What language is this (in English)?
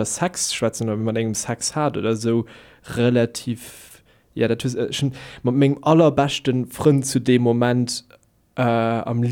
Luxembourgish